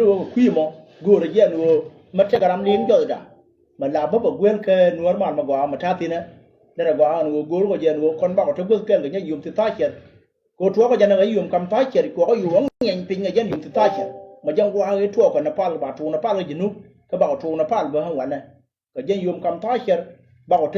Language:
Nuer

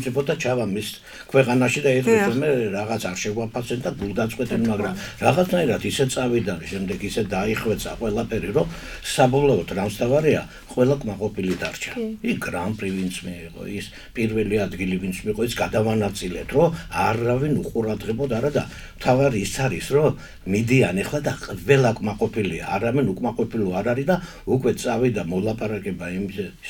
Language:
Georgian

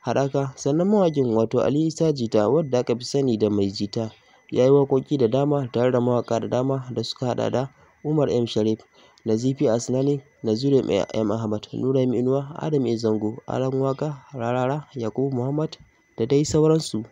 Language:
Hausa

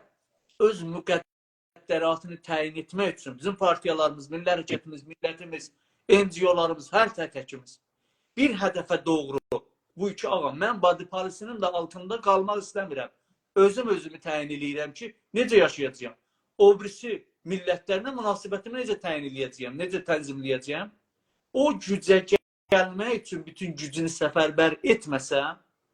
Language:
South Azerbaijani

